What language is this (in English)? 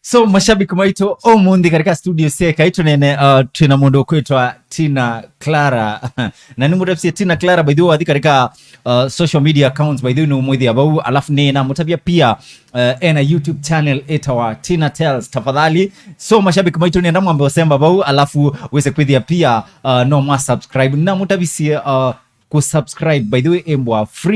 Kamba